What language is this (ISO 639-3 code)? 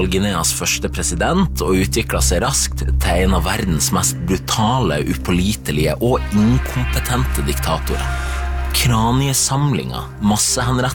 nor